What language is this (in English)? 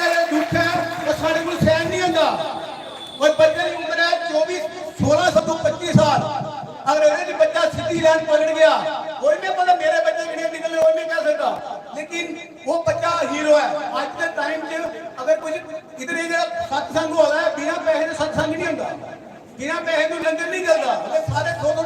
Dogri